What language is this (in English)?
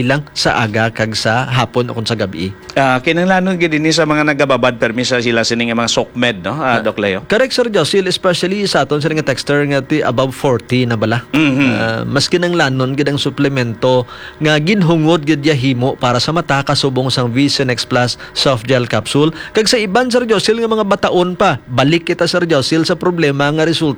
Hiligaynon